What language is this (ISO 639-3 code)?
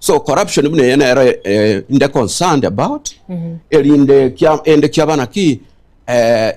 guz